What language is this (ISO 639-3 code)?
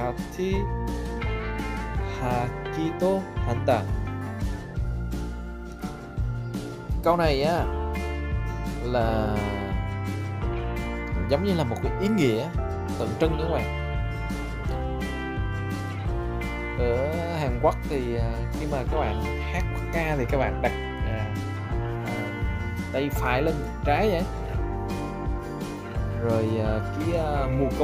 vie